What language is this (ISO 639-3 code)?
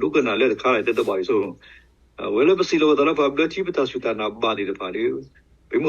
ksw